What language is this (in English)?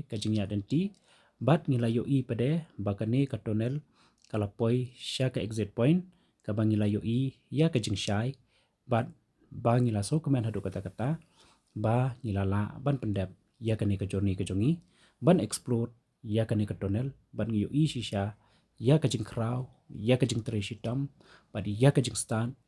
Khasi